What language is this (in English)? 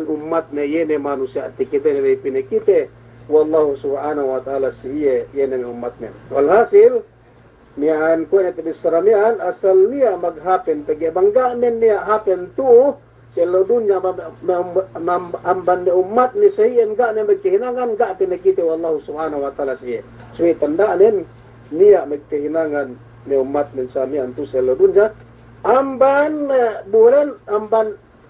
Yakan